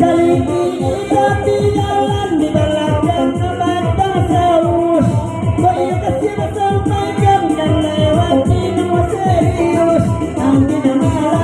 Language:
Minangkabau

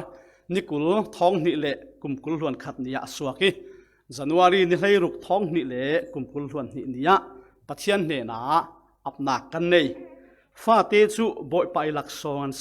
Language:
Falam Chin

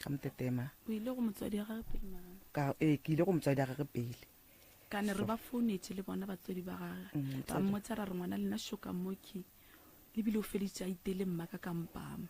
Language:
Northern Sotho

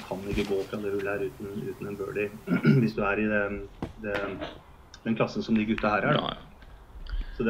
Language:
Norwegian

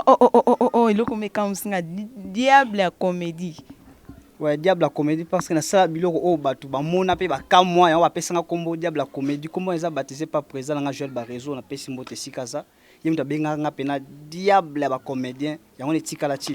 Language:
Lingala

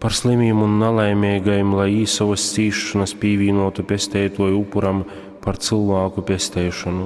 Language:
Latgalian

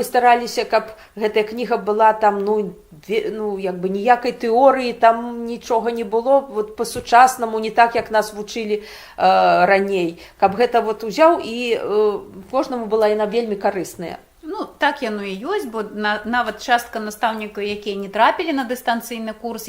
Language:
Belarusian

